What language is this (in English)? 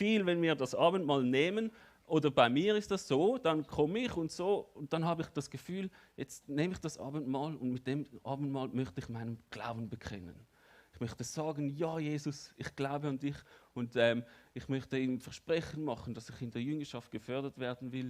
Swiss German